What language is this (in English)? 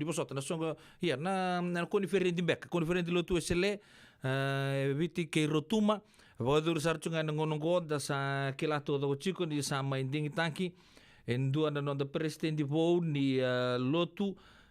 Fijian